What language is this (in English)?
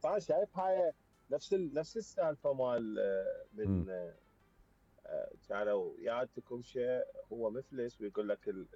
Mesopotamian Arabic